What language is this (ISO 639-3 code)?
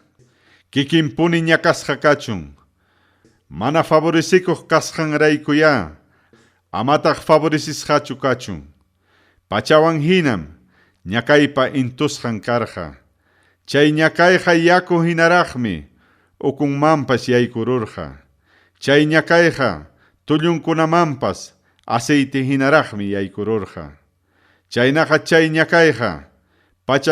quy